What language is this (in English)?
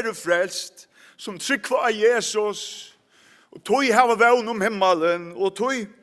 Faroese